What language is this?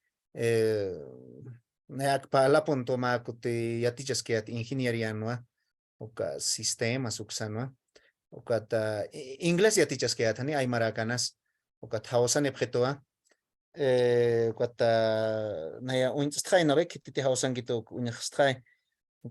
Aymara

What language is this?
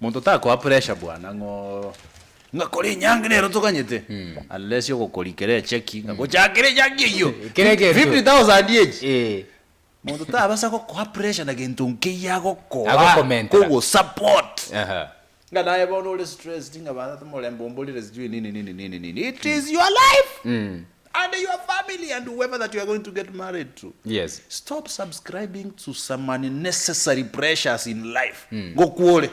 Gusii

